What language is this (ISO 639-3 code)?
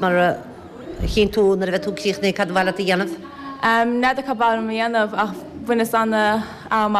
gle